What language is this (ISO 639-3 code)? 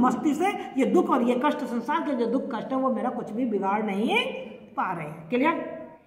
hin